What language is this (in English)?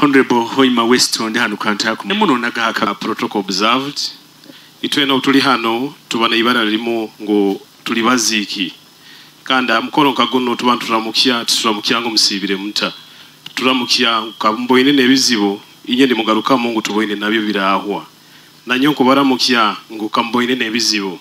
Nyoro